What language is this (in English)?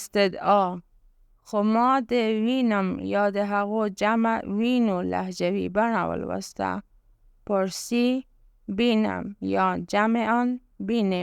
Pashto